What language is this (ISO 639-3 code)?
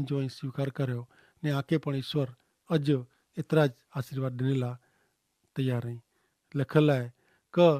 kfr